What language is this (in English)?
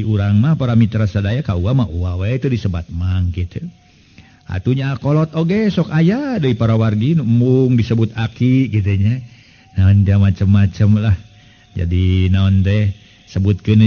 Sundanese